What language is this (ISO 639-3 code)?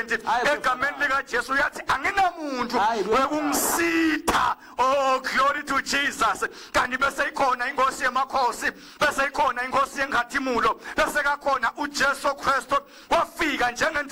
ssw